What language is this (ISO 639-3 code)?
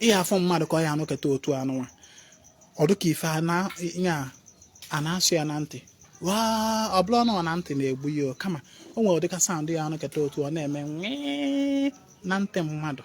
ibo